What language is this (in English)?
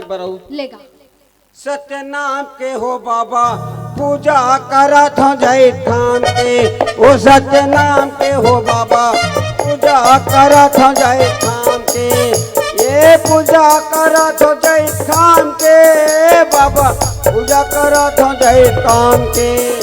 Chhattisgarhi